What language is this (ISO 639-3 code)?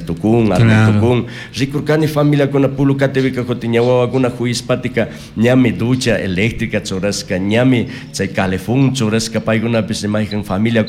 qug